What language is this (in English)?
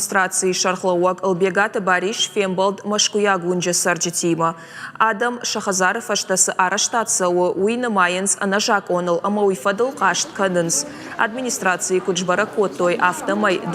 Ossetic